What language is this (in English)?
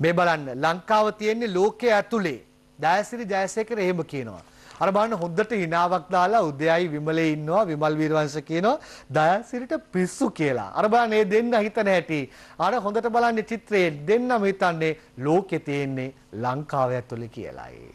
Sinhala